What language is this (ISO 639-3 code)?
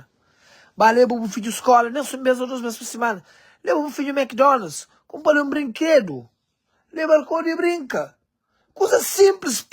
kea